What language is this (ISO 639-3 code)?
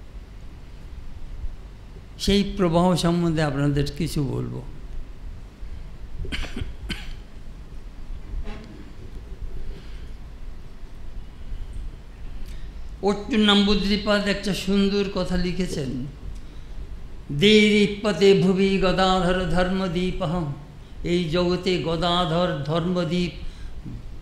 ben